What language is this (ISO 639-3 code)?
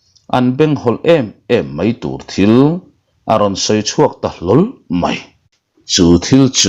lus